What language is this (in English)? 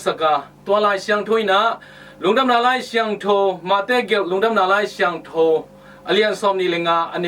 Tedim Chin